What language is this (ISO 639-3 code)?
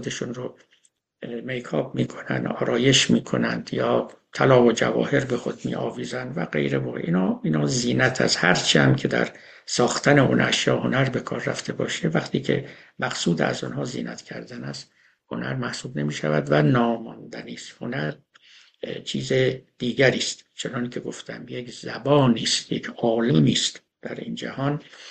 fas